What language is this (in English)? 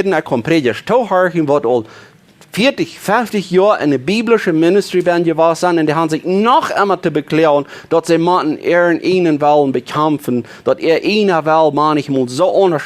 Plautdietsch